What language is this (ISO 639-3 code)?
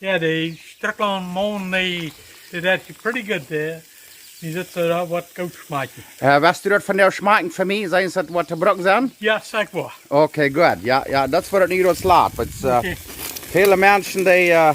pdt